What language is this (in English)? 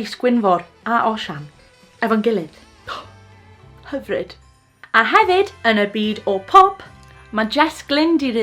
Welsh